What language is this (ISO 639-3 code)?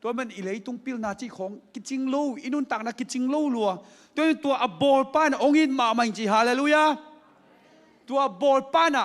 ctd